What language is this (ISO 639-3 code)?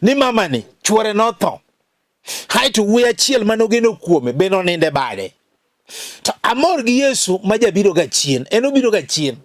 luo